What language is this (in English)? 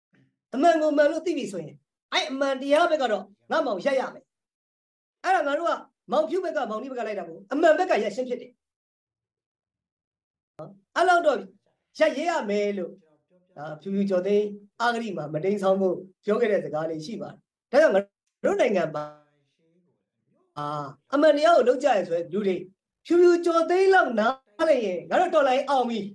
Burmese